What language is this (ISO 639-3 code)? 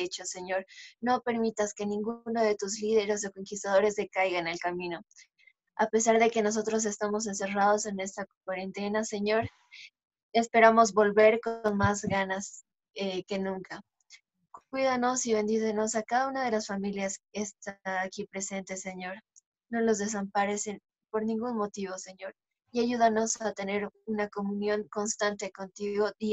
spa